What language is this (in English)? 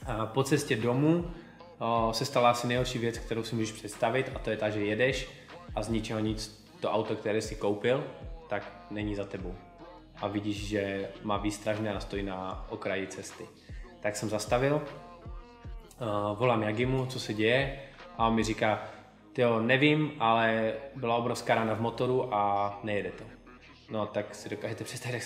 Czech